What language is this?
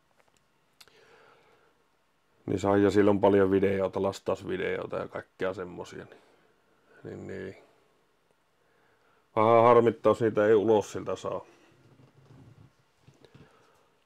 Finnish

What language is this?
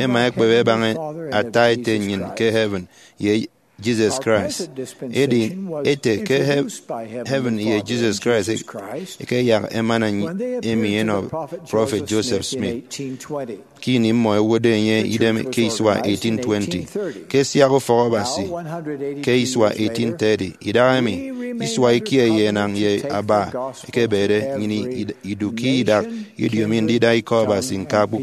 Efik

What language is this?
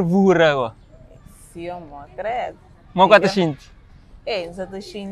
Kabuverdianu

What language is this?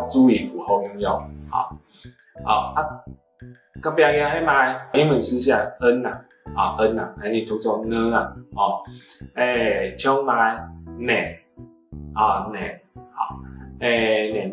Hakka Chinese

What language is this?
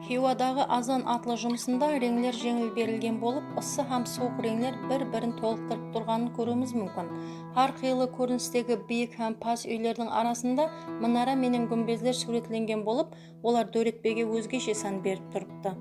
Kara-Kalpak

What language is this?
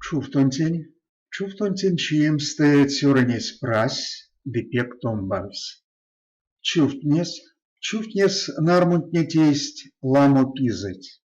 Erzya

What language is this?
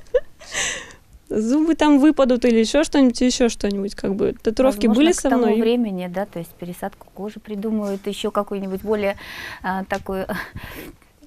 Russian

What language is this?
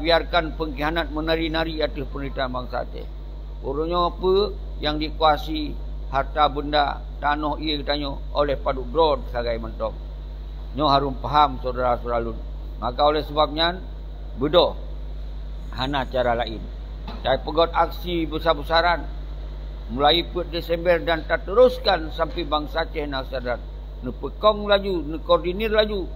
Achinese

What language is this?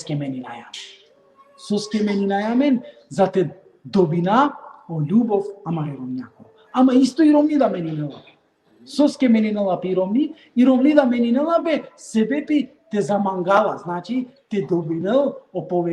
Balkan Romani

